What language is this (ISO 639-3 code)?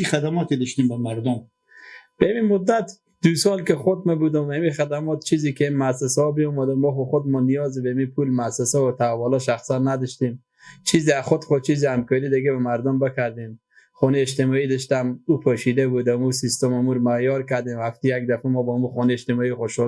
fas